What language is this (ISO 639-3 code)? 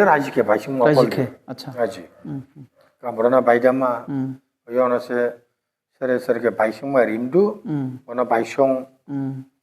dis